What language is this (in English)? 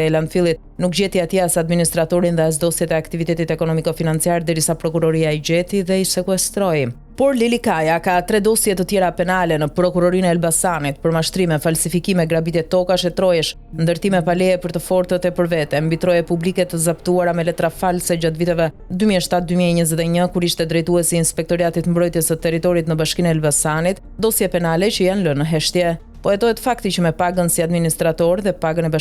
Albanian